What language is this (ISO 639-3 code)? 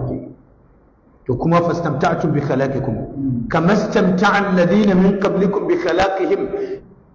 hau